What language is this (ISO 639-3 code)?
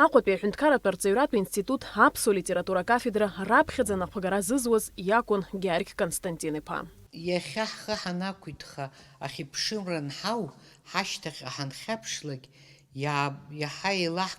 abk